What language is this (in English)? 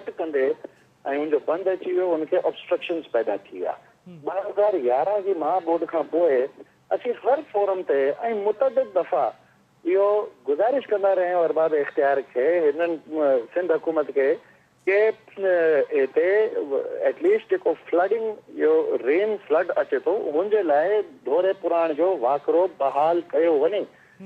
Sindhi